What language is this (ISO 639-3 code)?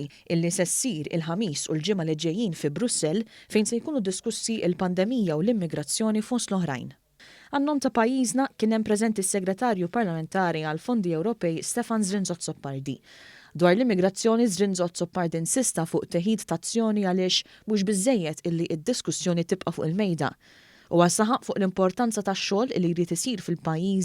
mlt